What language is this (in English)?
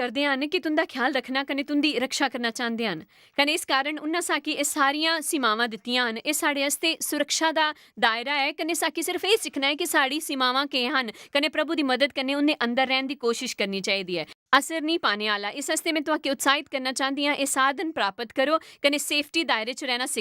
Dogri